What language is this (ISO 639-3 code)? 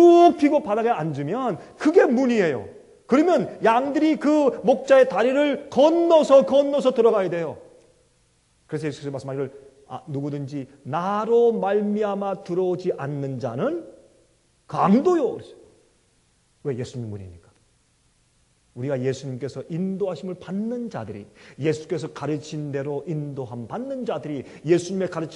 kor